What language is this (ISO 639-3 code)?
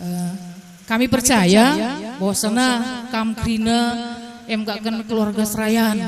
btx